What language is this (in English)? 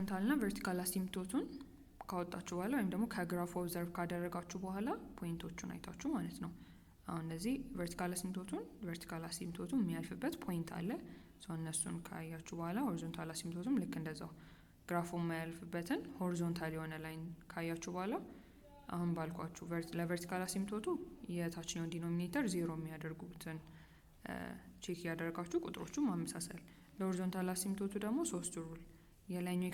Amharic